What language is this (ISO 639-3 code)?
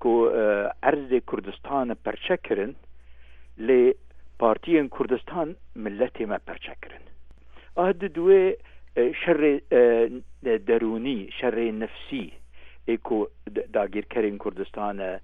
kur